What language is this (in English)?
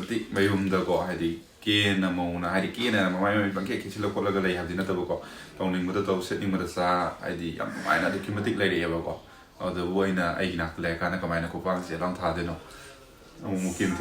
Manipuri